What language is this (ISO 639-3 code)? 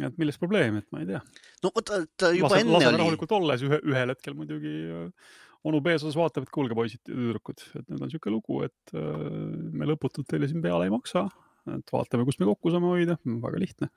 est